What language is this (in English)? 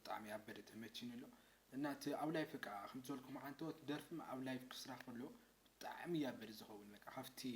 Tigrinya